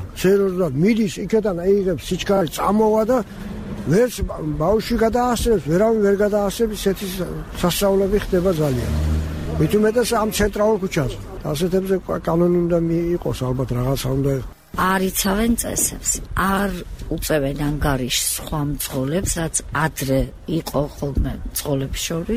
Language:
Georgian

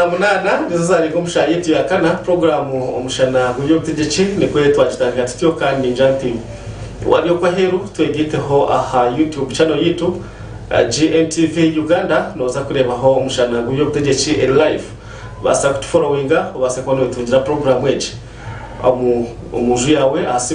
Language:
Nyankole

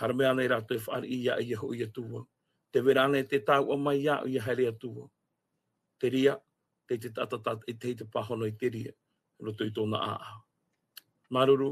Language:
Tahitian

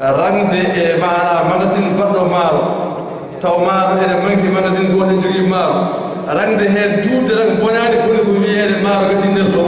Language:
Fula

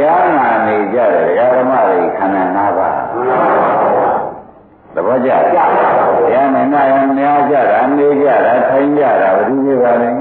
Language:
Burmese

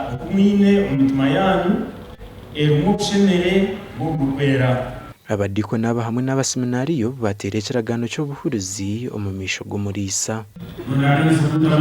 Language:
Nyankole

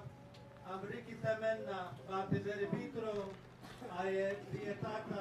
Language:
Gilbertese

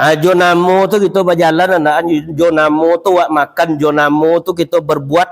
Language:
Minangkabau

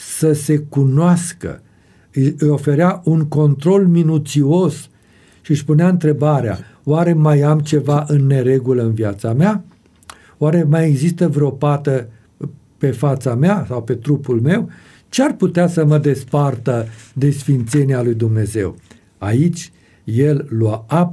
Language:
Romanian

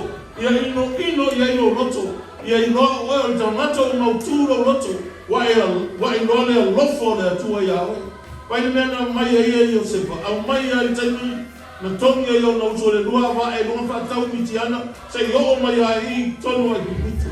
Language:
Samoan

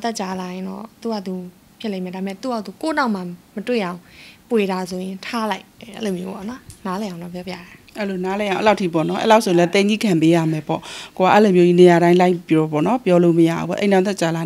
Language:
Burmese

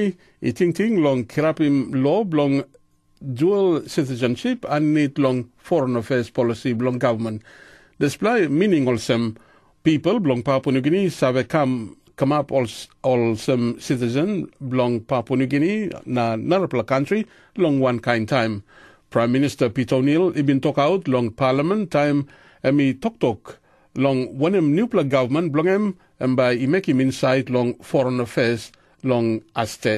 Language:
Tok Pisin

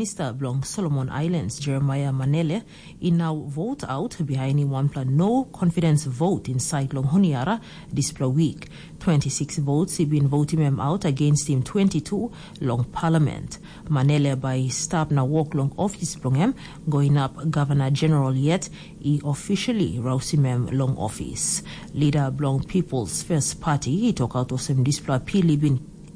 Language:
Tok Pisin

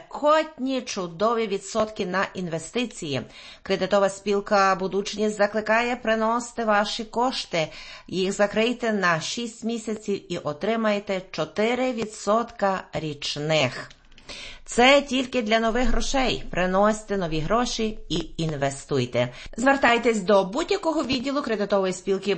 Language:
Ukrainian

